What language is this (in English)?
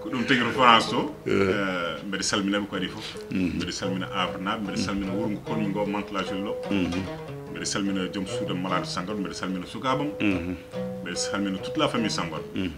Fula